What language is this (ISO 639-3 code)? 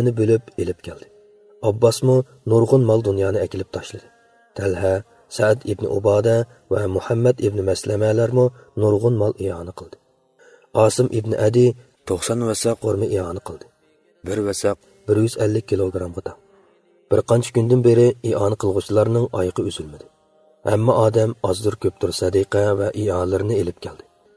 uig